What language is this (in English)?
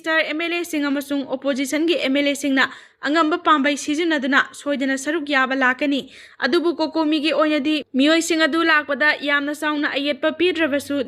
Manipuri